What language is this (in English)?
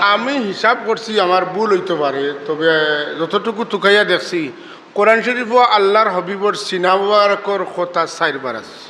Sylheti